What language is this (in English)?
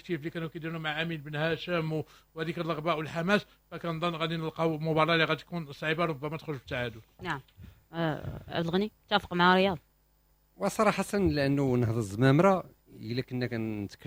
Moroccan Arabic